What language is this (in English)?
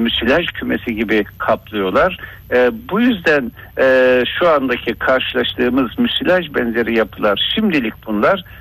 Turkish